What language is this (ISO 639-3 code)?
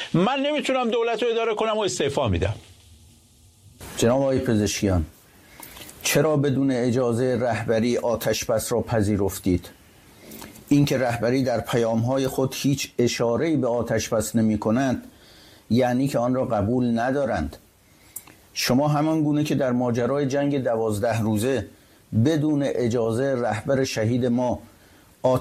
fas